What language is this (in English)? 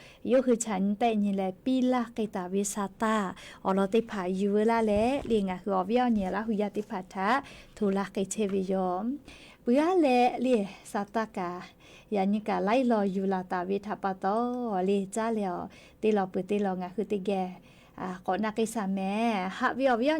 Lahu